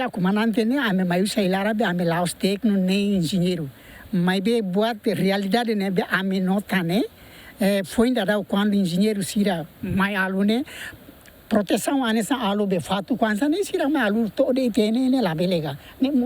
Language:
Tetum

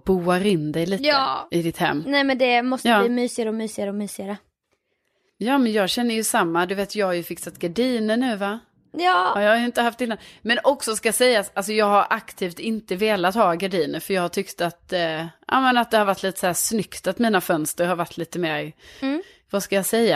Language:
Swedish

